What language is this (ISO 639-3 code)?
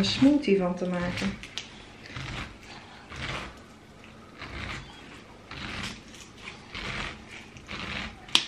nld